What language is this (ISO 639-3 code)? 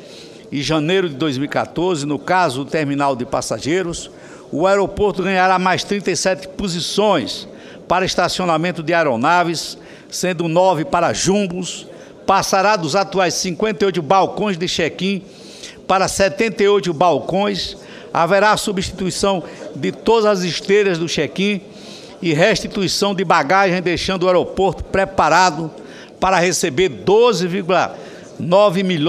por